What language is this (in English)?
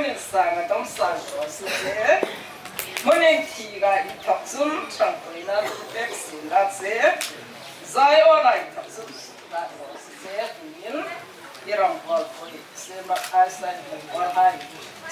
Hmar